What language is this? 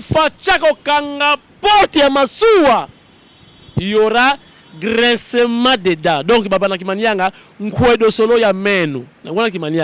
Lingala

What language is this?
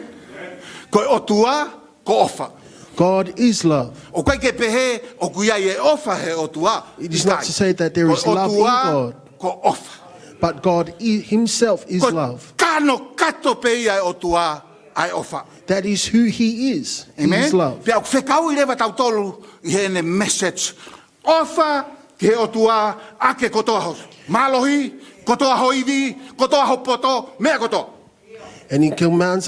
Tongan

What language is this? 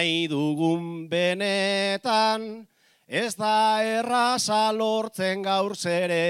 Basque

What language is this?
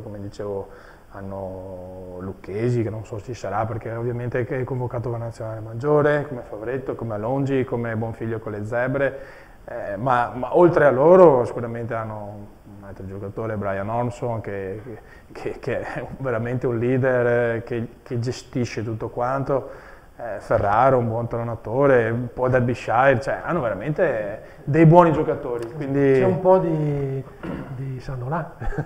Italian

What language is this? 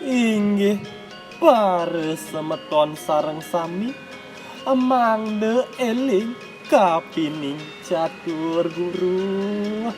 Balinese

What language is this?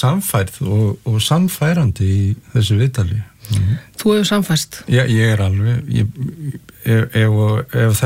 Icelandic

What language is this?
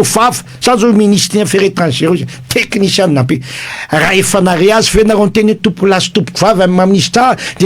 Malagasy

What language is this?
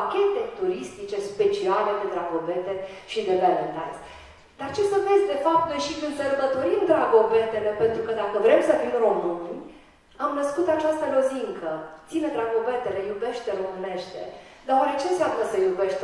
Romanian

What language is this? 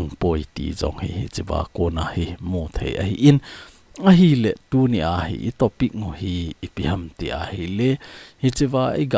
Thado Chin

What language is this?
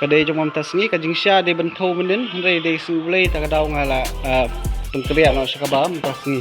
Khasi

